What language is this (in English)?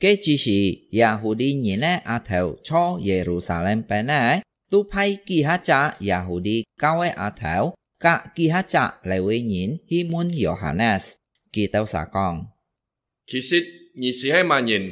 Hakka Chinese